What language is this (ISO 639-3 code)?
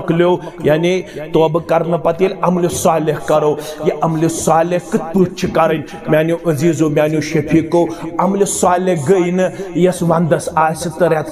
kas